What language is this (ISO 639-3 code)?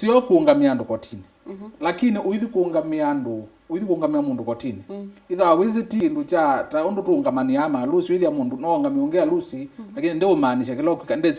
kam